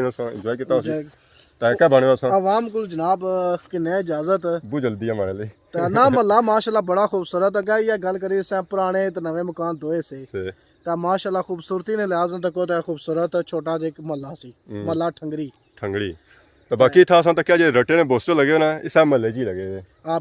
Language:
Pahari-Potwari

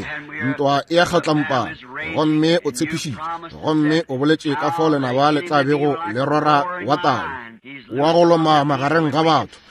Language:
Northern Sotho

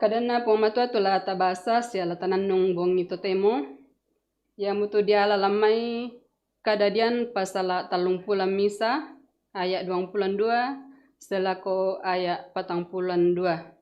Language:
Toraja-Sa'dan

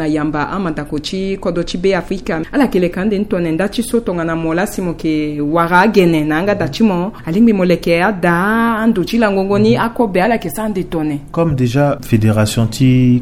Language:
Sango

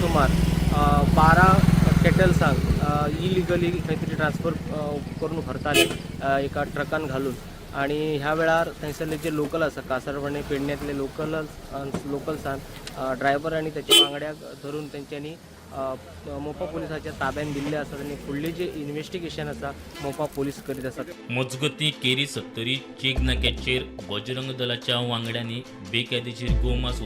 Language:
Konkani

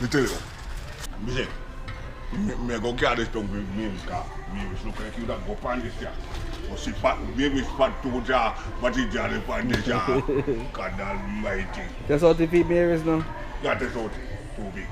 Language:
Jamaican Creole English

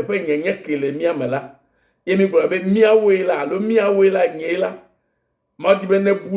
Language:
Ewe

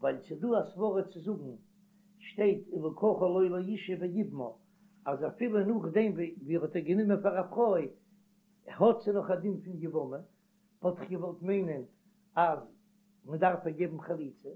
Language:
Yiddish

